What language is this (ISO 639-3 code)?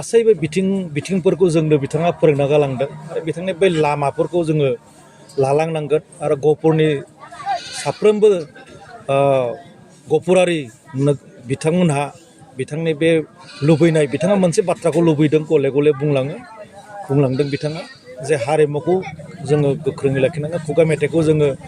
brx